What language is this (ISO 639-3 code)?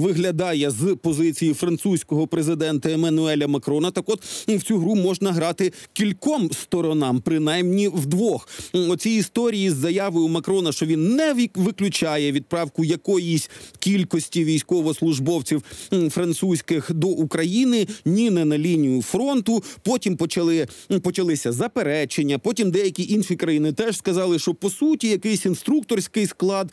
ukr